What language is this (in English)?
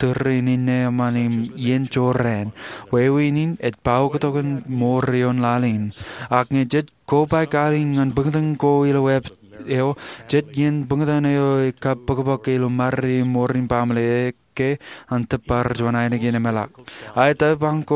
Marshallese